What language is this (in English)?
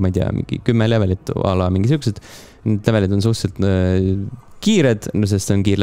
Estonian